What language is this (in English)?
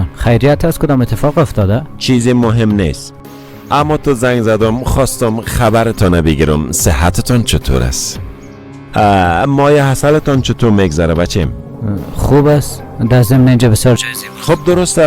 Persian